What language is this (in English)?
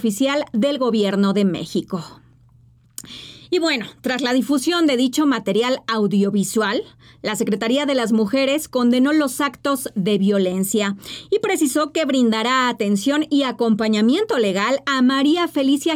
Spanish